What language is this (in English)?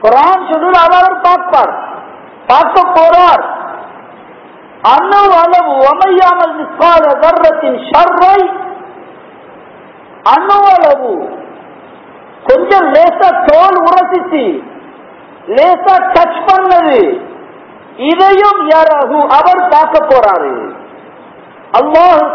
Tamil